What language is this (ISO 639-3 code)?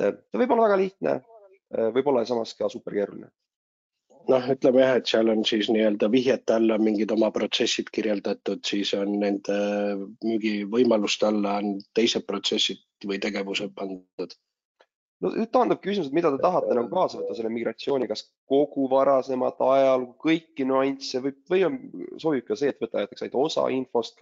est